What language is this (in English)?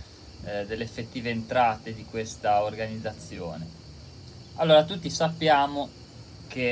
Italian